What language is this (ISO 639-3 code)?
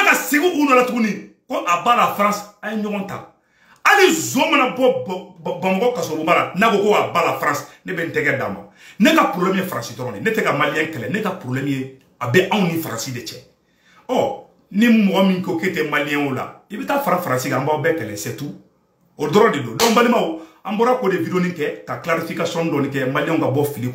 bam